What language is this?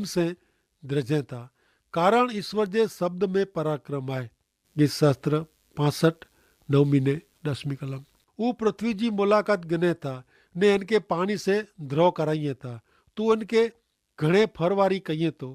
Kachhi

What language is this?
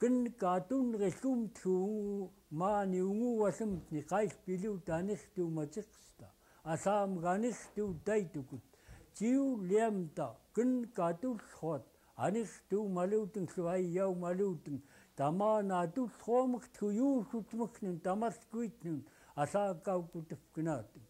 Central Yupik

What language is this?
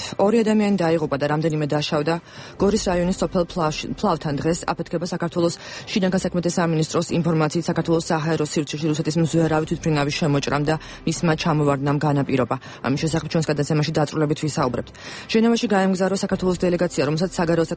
Georgian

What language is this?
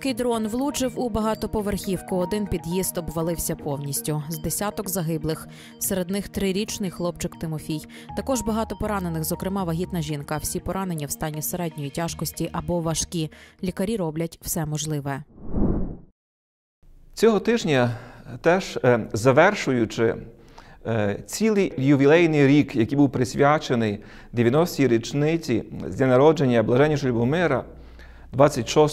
Ukrainian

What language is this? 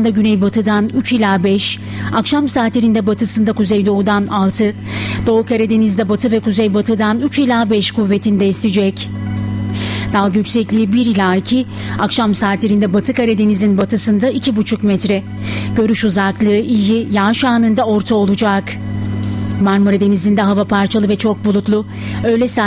Turkish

